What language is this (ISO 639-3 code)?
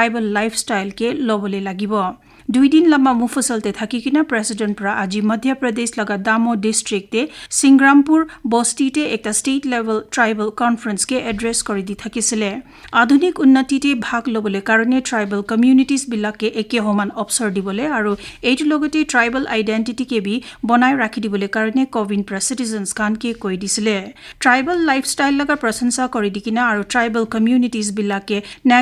nag